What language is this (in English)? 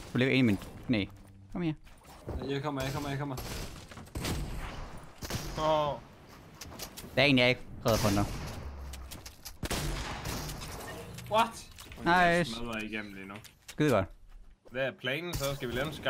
Danish